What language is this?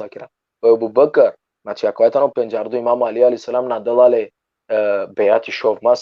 Balkan Romani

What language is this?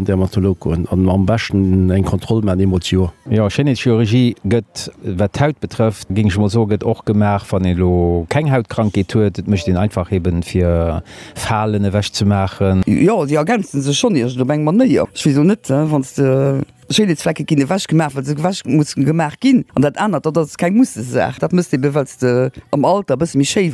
Luxembourgish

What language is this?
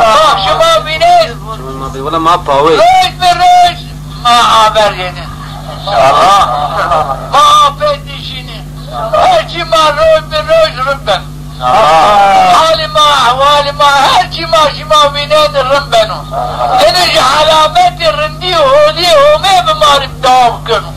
Zaza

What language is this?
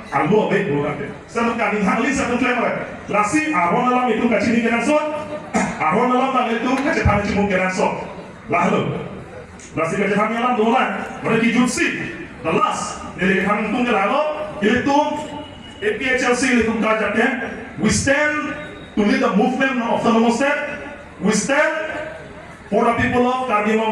Karbi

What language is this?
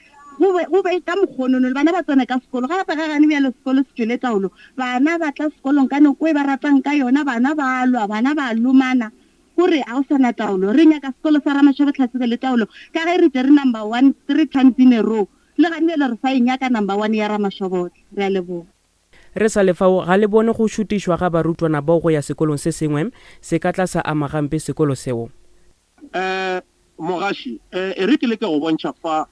Northern Sotho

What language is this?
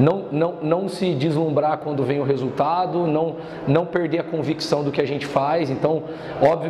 Portuguese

